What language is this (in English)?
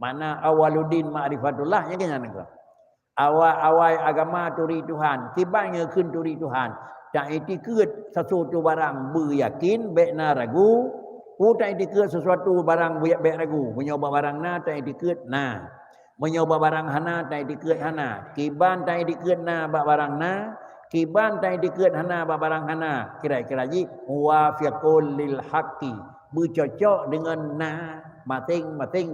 Achinese